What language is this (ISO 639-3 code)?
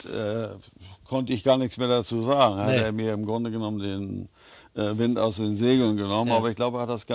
deu